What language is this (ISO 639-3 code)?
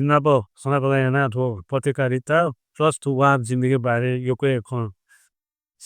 new